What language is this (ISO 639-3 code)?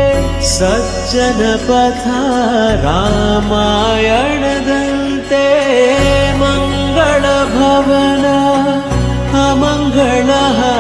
kan